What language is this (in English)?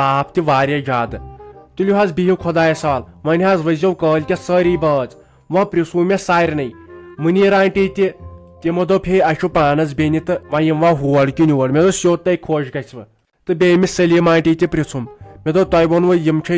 Kashmiri